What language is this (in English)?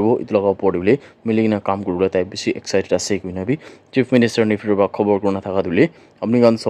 Naga Pidgin